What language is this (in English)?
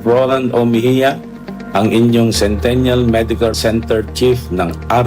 Pangasinan